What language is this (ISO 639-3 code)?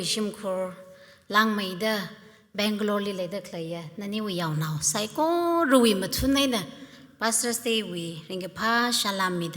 nmf